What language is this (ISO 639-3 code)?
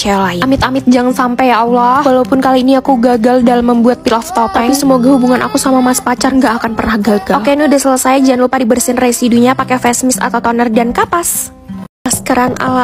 ind